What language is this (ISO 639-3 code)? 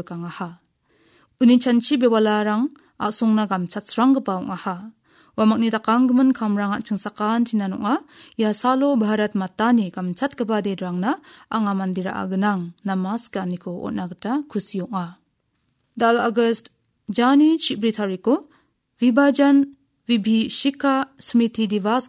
grt